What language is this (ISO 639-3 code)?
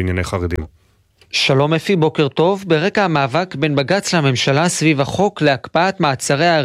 heb